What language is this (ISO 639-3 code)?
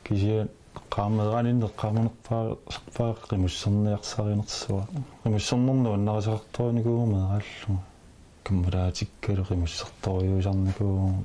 kal